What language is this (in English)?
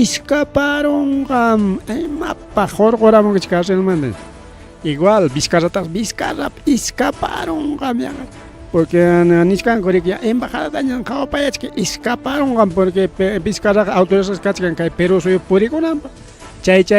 Ayacucho Quechua